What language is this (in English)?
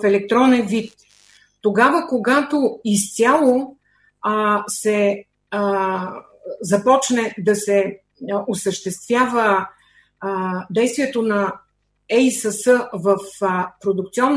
Bulgarian